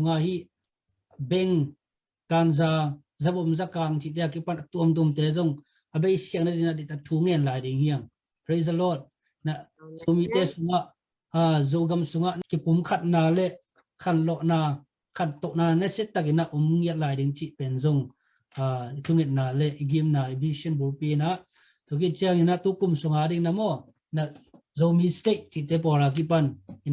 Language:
Tedim Chin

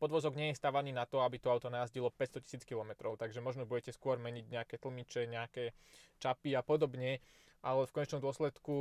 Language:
Slovak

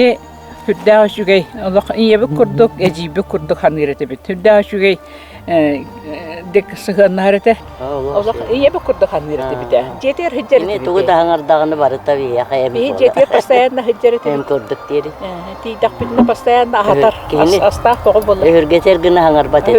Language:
Yakut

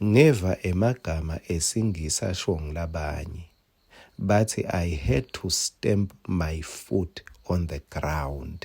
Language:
Swati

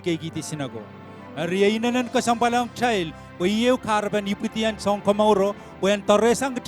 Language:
Pohnpeian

